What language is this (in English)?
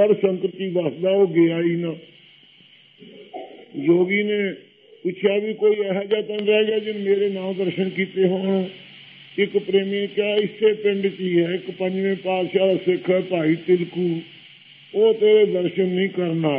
Punjabi